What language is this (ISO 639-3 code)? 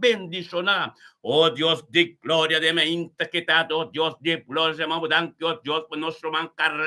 pap